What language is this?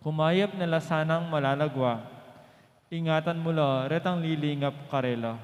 Pampanga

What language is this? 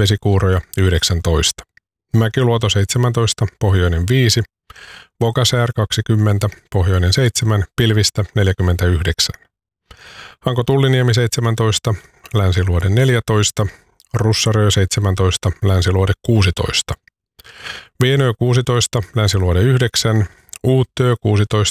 Finnish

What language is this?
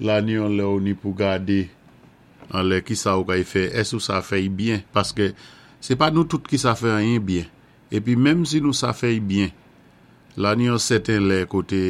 Saint Lucian Creole French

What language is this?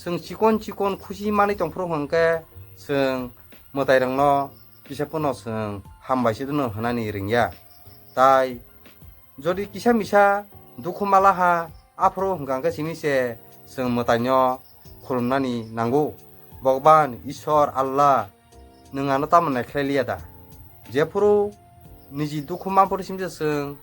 Kok Borok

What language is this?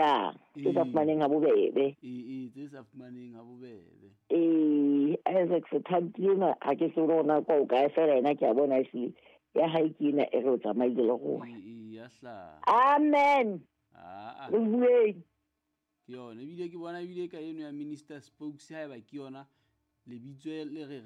Southern Sotho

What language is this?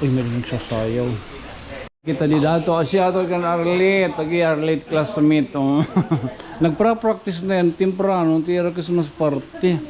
Waray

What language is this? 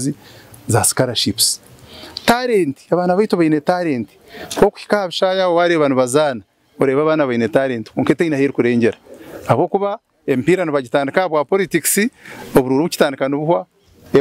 Nyankole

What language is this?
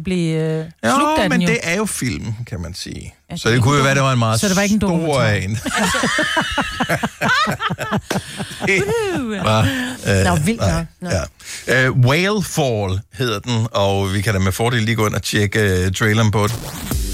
Danish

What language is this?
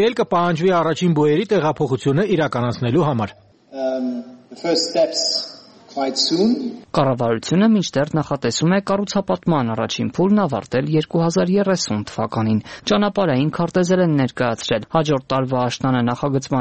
Armenian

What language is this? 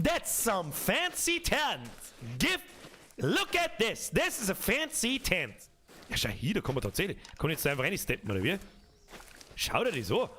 Bavarian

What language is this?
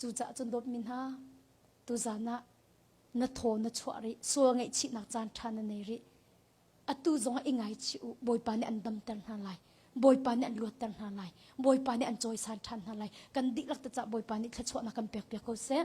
Hakha Chin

